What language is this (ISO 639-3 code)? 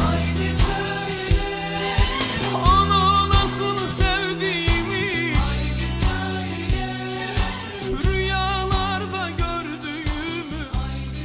tur